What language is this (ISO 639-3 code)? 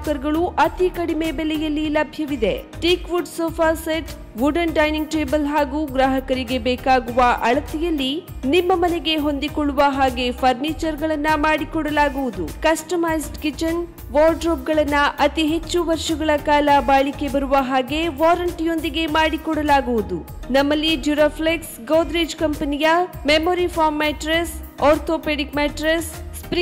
kan